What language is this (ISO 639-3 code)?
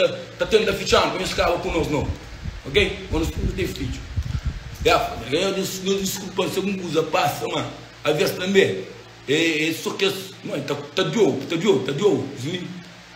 kea